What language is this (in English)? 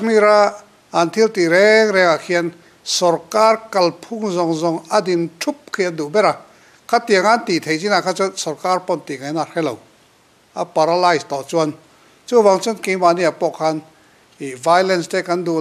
Mizo